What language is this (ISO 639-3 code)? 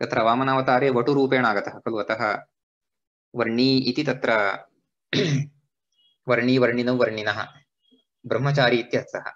san